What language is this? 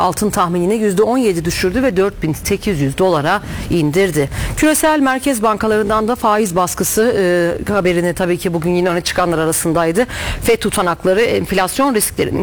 Turkish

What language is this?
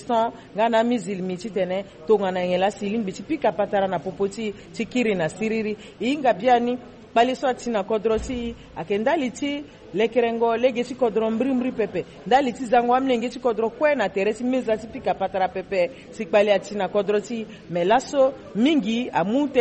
Sango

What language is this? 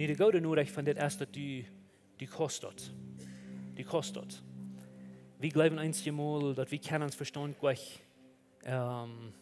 Plautdietsch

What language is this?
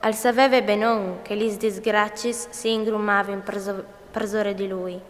Friulian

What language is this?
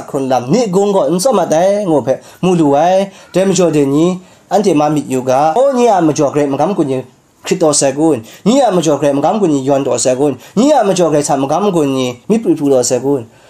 Kachin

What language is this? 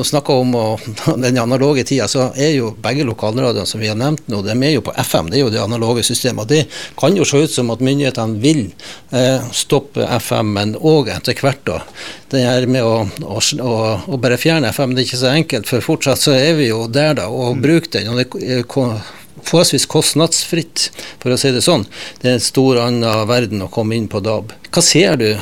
Norwegian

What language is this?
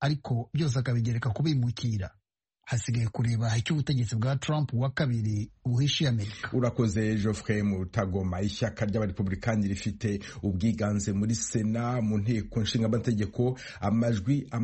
Kinyarwanda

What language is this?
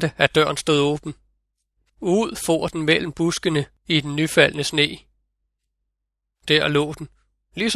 Danish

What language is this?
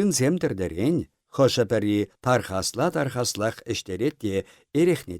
Chuvash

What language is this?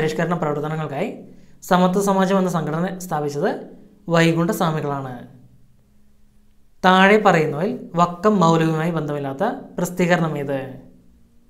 Malayalam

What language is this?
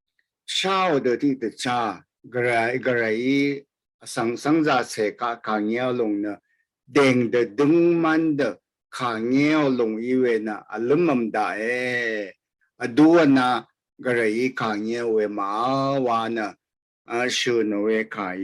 Rawang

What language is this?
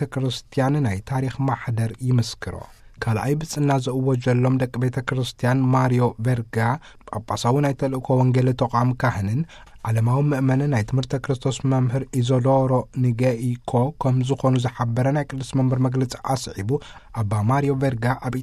Tigrinya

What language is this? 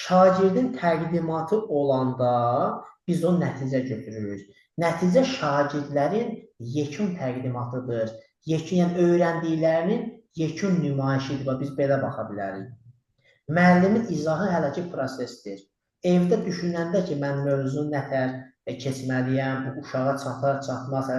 Azerbaijani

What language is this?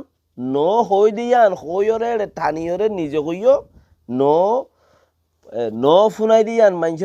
Rohingya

